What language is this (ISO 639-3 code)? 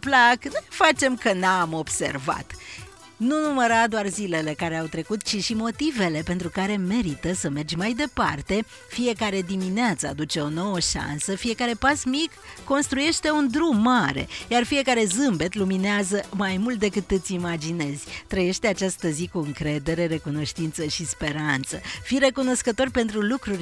ron